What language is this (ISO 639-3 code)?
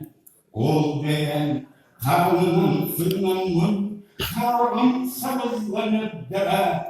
sah